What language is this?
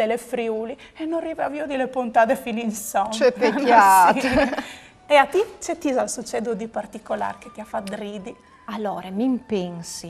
Friulian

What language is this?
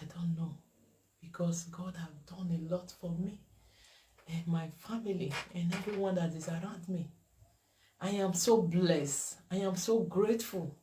Nigerian Pidgin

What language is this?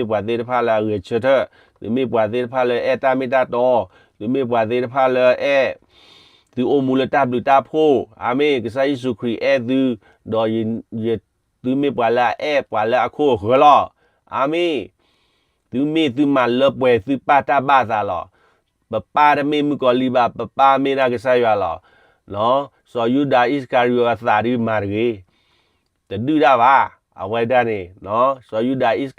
S'gaw Karen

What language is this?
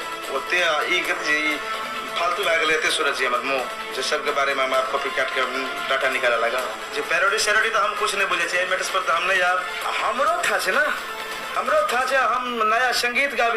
Maithili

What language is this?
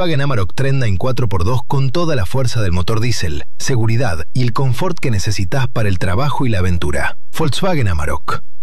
Spanish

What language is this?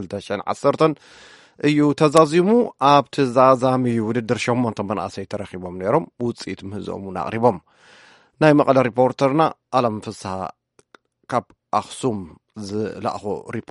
Tigrinya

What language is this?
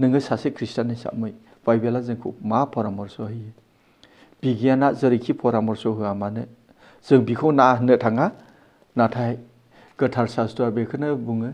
Bodo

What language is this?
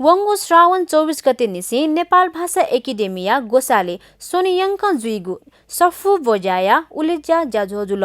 Newari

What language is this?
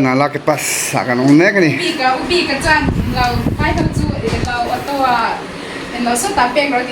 Mizo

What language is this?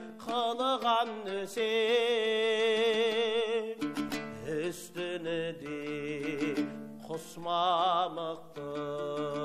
Kazakh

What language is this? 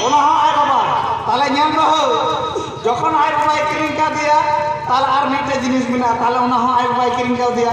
Santali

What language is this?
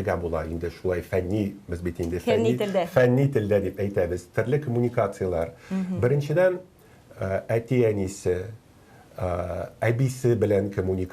Tatar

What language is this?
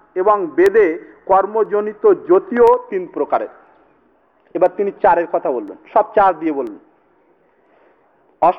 Bangla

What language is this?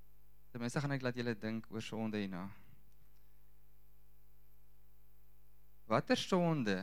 Afrikaans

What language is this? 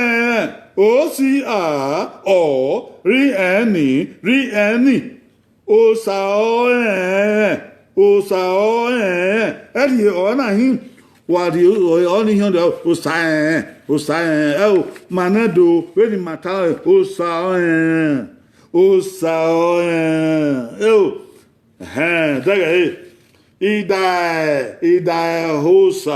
Bini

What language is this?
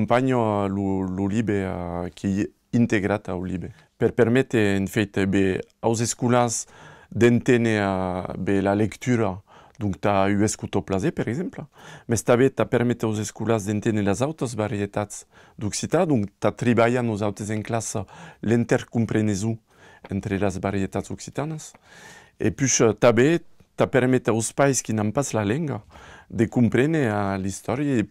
Occitan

